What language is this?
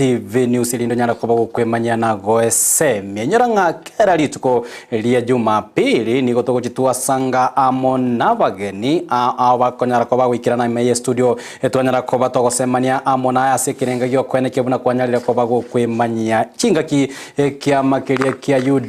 Gusii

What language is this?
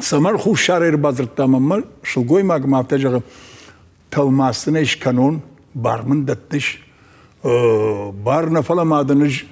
Ossetic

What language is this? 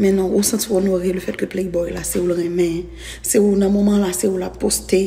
Haitian Creole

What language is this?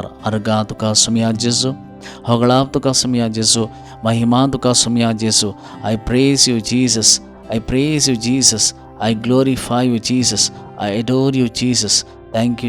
Konkani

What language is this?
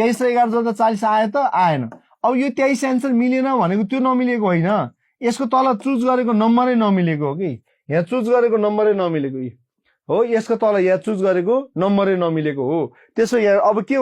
Nepali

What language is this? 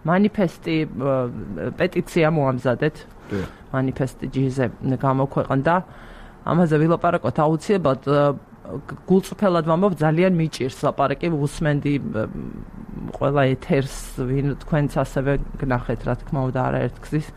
Georgian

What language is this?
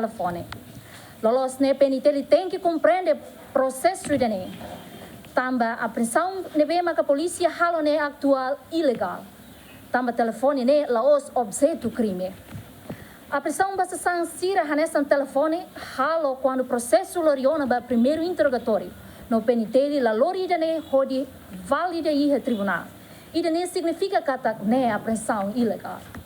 Tetum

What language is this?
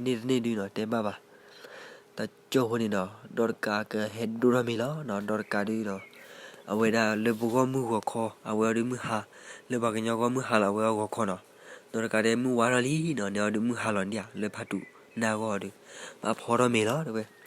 S'gaw Karen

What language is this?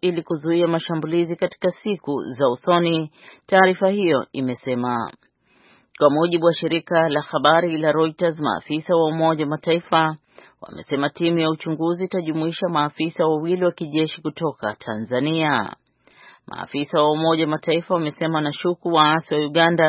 Swahili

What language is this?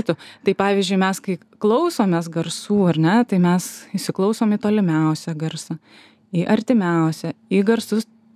Lithuanian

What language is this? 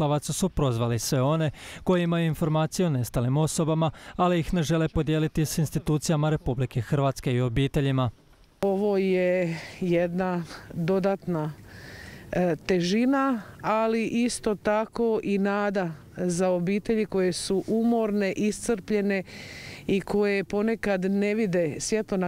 Croatian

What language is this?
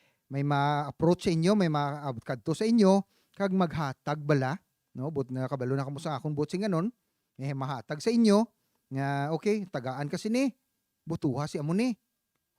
Hiligaynon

